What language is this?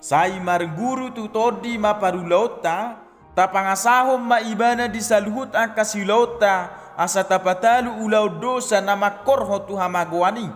Batak Toba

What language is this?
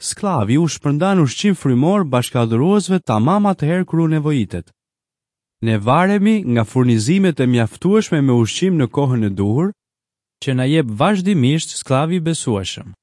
Albanian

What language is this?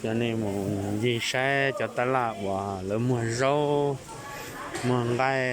Hmong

